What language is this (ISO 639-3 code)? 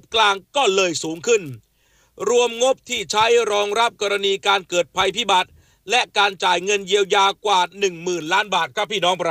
tha